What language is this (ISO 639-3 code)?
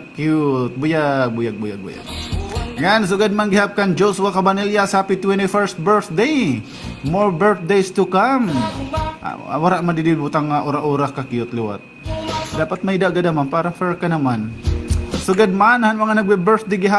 war